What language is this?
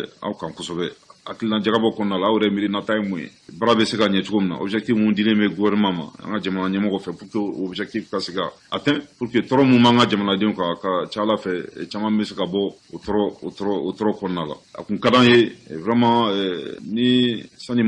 Bambara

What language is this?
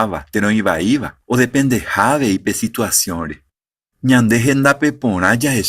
Guarani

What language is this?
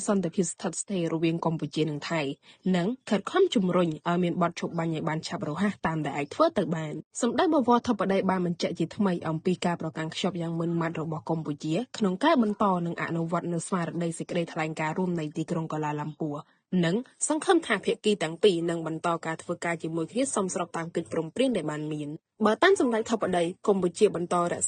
Khmer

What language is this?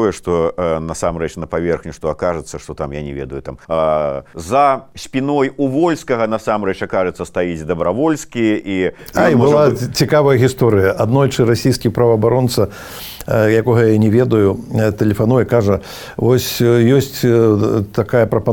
Belarusian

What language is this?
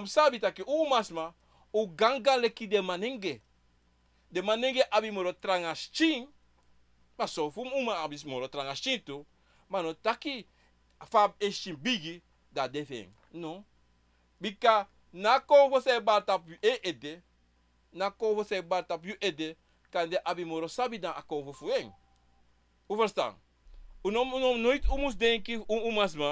Sranan Tongo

